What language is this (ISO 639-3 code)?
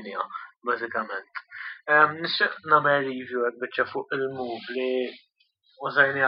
mlt